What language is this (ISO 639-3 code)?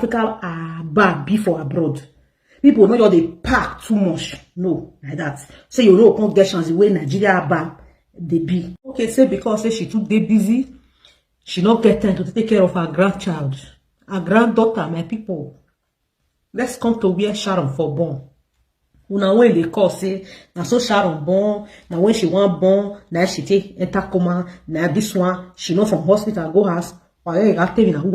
pcm